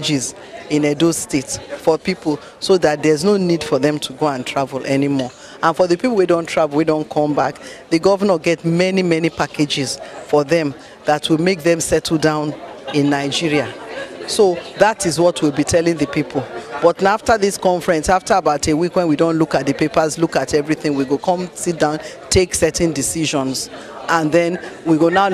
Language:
Nigerian Pidgin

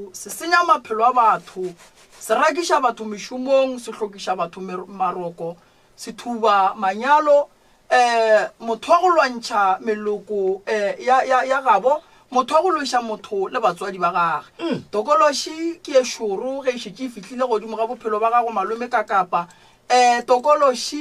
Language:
Northern Sotho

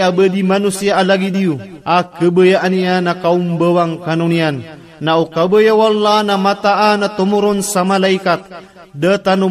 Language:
Maranao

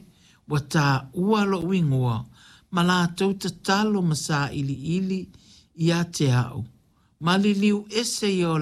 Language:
Samoan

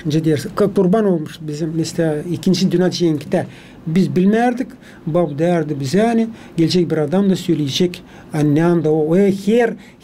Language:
Gagauz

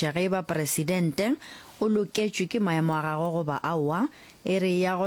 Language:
Northern Sotho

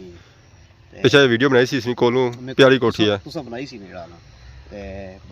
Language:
Pahari-Potwari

